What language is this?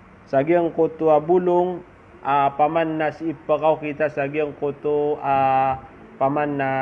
Maranao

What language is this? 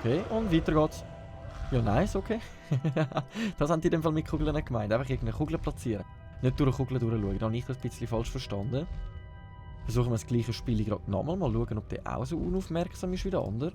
Swiss German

